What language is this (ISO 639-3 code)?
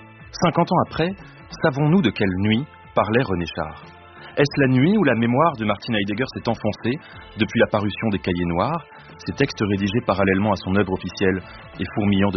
fra